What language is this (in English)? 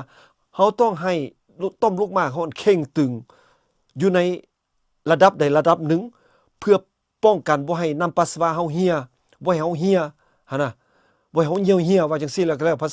Lao